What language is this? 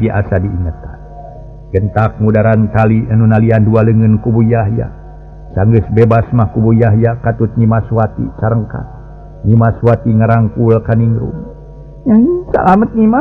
Sundanese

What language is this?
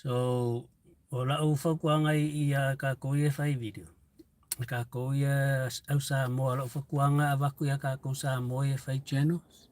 Samoan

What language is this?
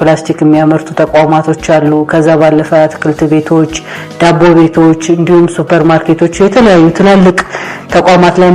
Amharic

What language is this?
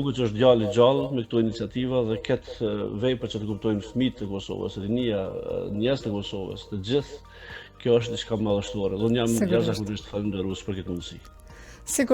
Albanian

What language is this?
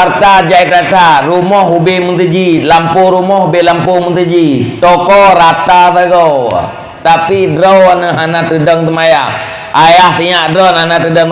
Achinese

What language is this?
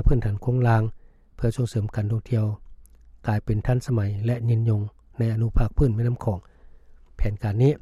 Lao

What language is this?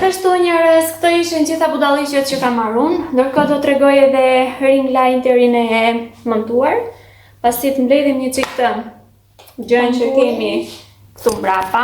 Albanian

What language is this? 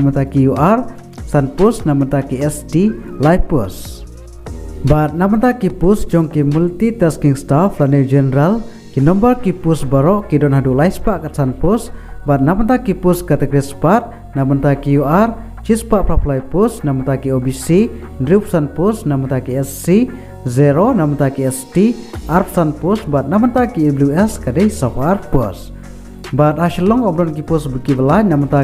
Khasi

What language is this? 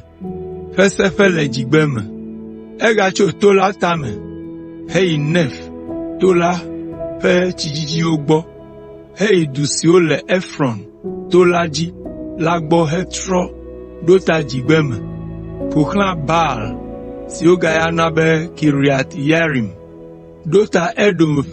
Ewe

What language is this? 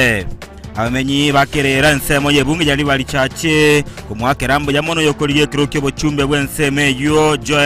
Gusii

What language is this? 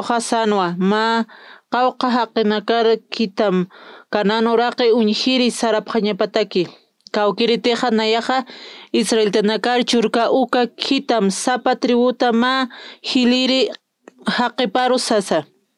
Aymara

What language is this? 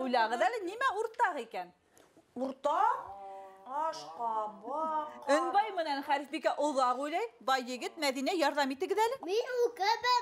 Bashkir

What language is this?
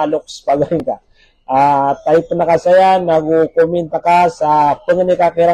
Maranao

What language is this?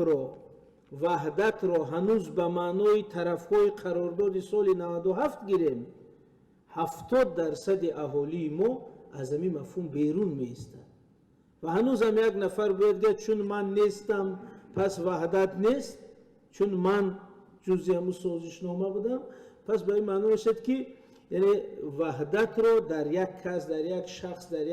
Tajik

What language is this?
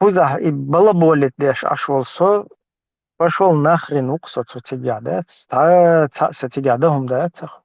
Chechen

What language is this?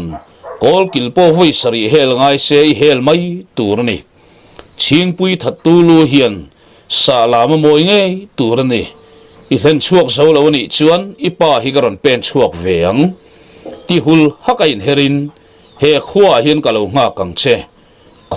Mizo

